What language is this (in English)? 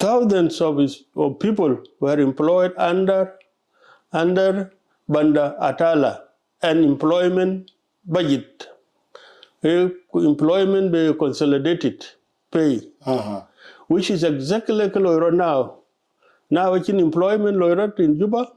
Dinka